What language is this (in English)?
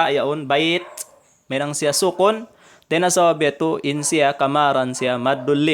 Tausug